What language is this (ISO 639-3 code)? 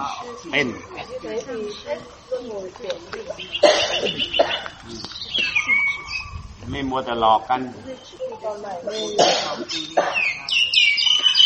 tha